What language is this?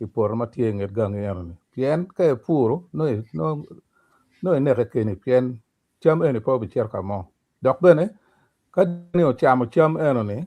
Acoli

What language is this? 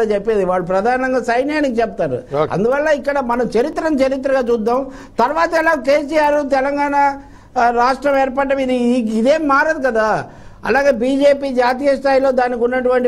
Telugu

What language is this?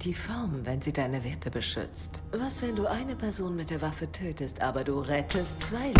Bavarian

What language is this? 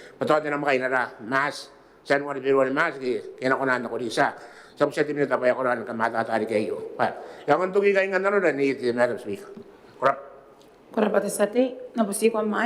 Gilbertese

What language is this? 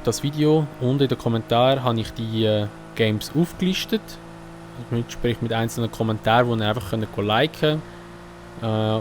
Swiss German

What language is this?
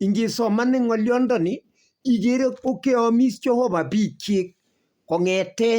Kalenjin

